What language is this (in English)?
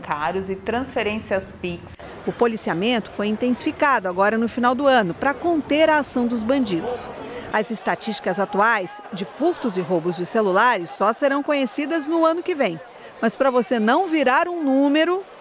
Portuguese